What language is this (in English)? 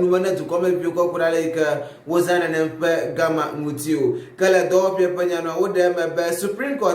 Ewe